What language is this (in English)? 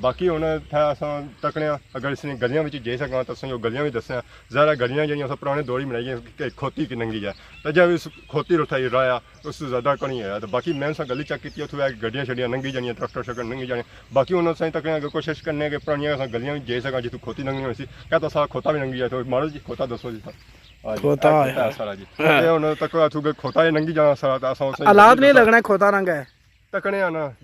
Pahari-Potwari